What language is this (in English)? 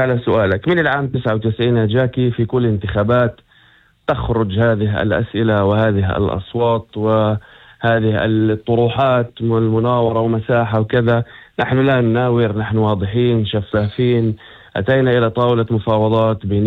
North Levantine Arabic